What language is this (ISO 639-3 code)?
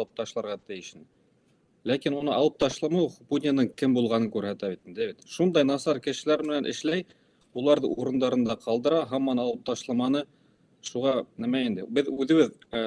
bak